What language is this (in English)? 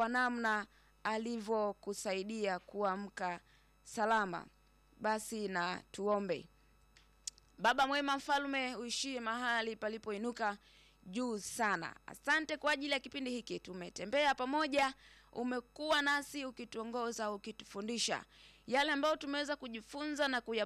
Swahili